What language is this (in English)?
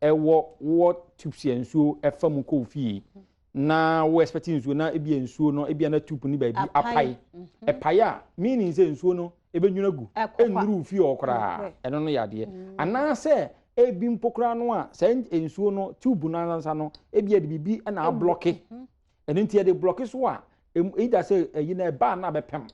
Akan